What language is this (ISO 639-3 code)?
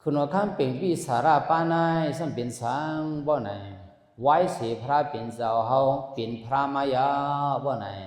shn